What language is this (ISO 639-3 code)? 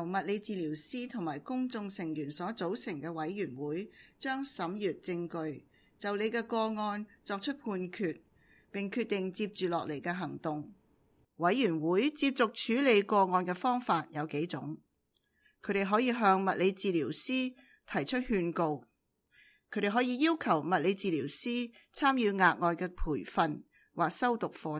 yue